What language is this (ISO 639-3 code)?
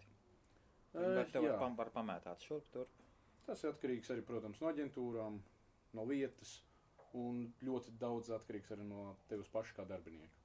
lav